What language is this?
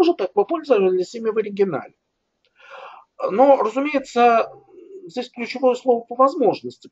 Russian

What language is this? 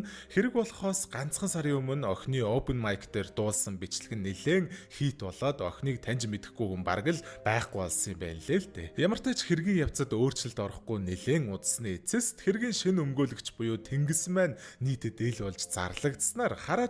Mongolian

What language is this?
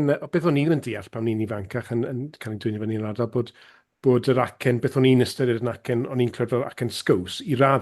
Welsh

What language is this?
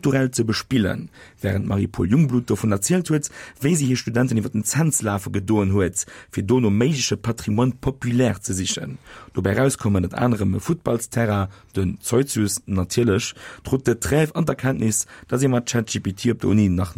Luxembourgish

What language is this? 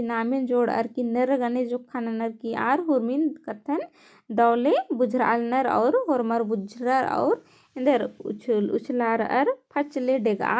Kurukh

